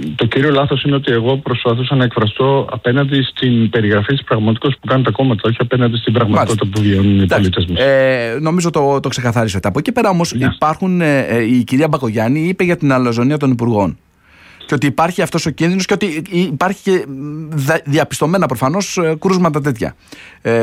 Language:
Greek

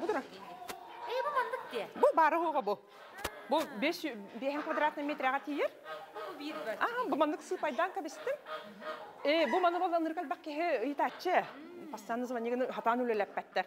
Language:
Yakut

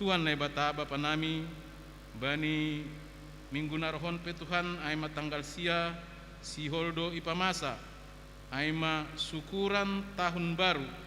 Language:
Batak Simalungun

